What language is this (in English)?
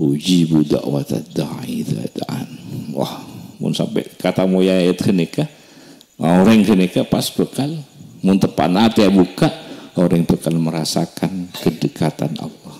Madurese